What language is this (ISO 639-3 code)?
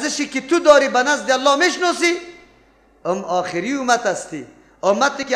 fas